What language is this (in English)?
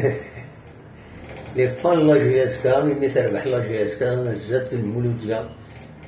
Kabyle